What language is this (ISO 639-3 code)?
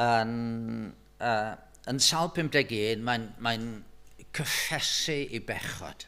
cym